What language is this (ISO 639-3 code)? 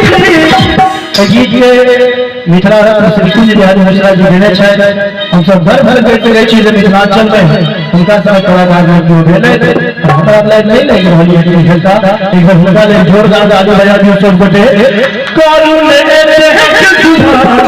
mai